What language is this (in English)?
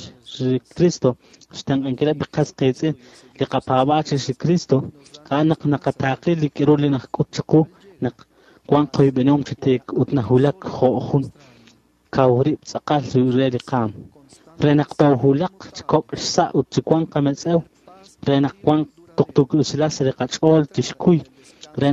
Kekchí